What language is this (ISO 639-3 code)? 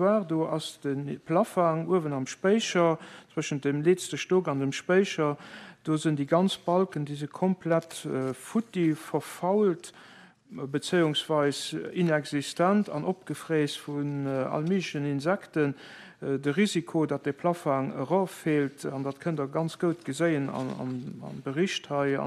ltz